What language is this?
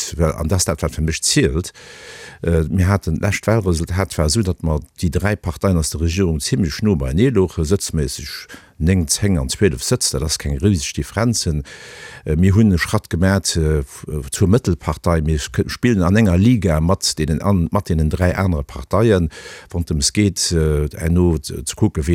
Luxembourgish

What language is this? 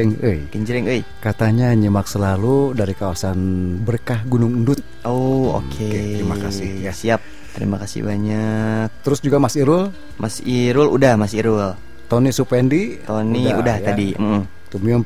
Indonesian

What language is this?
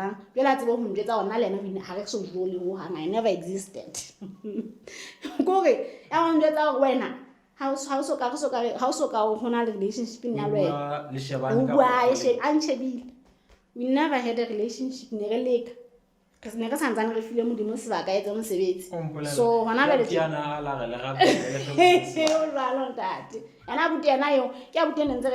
Southern Sotho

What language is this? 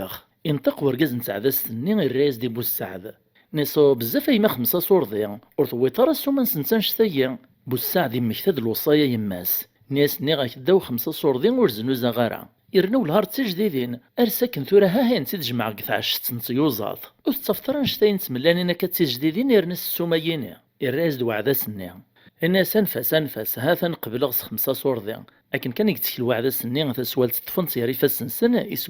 Kabyle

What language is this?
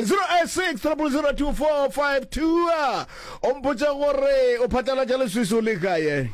Northern Sotho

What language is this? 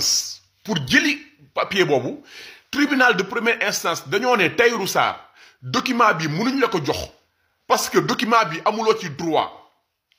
Wolof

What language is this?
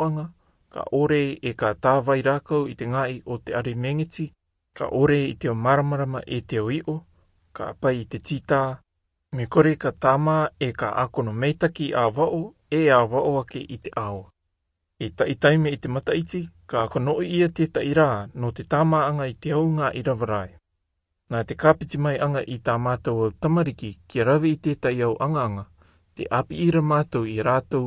Rarotongan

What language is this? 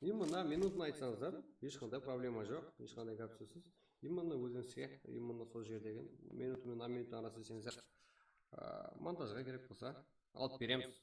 Kara-Kalpak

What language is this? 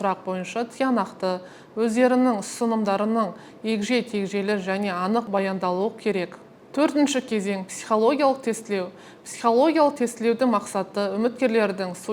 Kazakh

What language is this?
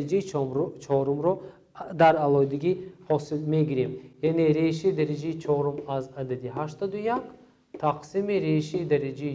Tajik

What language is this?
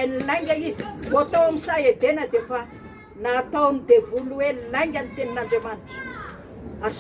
Malagasy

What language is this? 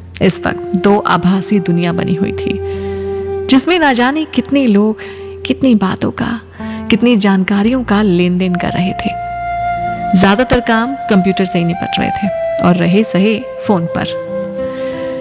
Hindi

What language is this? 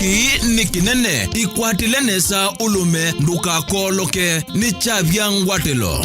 Kamba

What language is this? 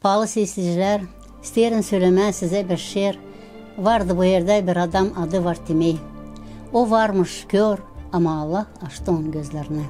Gagauz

